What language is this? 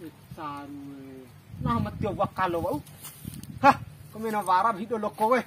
Bima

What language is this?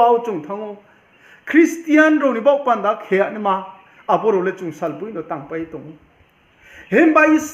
Riang (India)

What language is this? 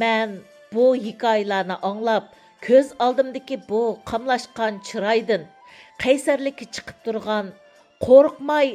Uyghur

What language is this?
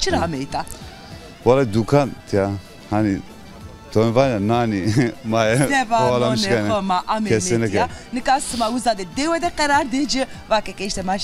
Zaza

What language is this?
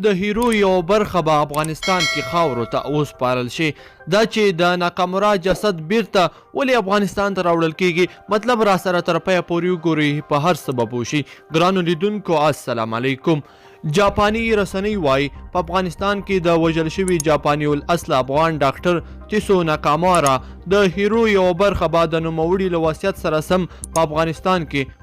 Pashto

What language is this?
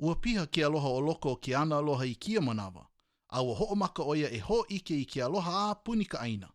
Hawaiian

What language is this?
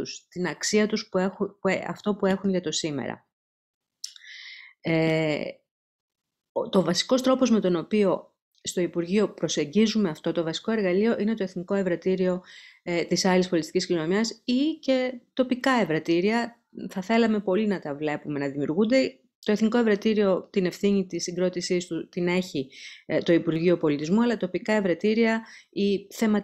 Greek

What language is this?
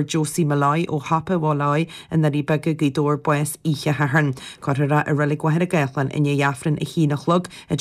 Irish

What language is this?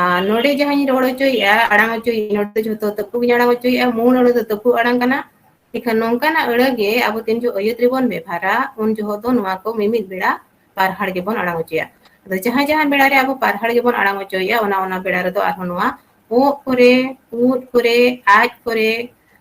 Santali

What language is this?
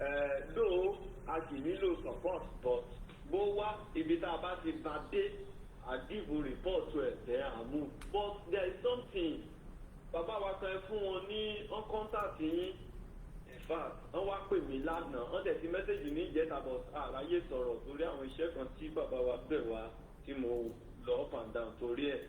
Yoruba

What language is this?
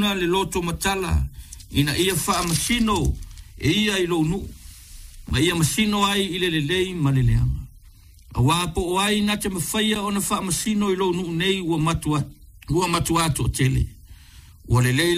Samoan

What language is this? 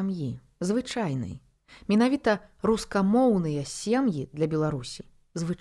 Belarusian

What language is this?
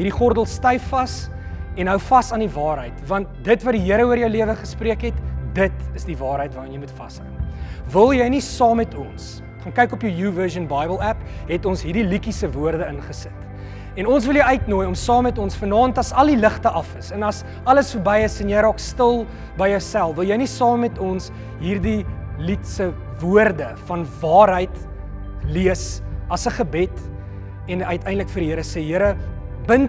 Afrikaans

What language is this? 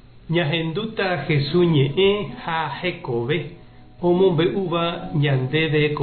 Guarani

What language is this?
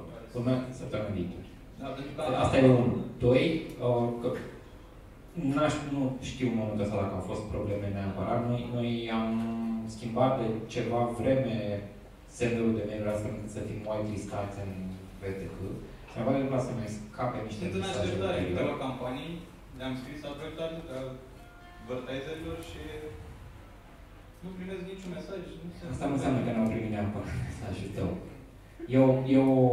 Romanian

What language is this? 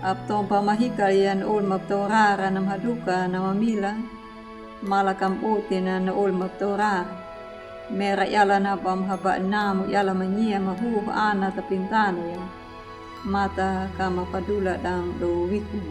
Anakalangu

